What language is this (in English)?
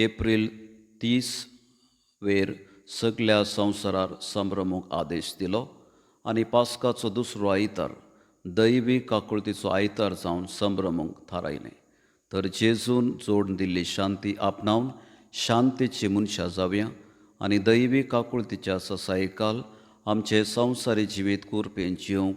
Konkani